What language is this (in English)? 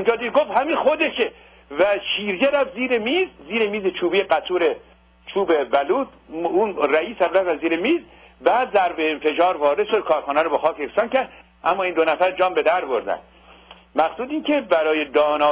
Persian